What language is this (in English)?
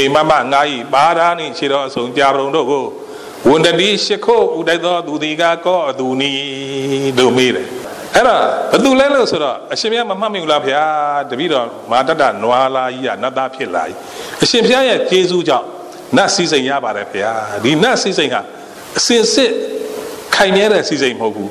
Burmese